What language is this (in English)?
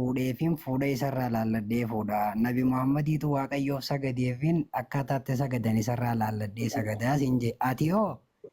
Oromo